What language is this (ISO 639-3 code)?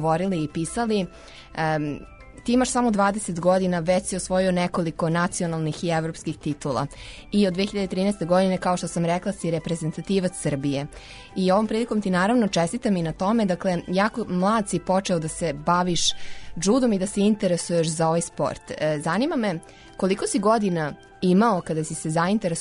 srp